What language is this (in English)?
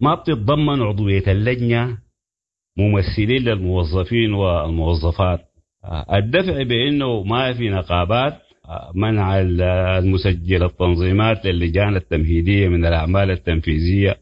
Sudanese Arabic